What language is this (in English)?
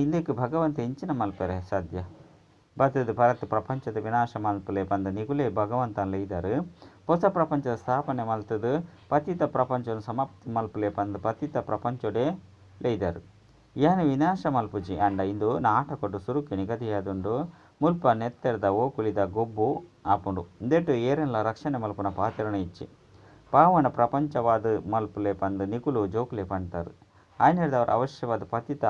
Tulu